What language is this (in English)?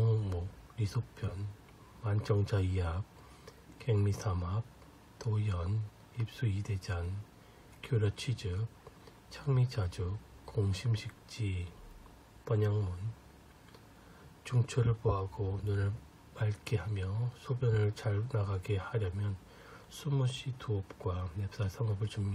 Korean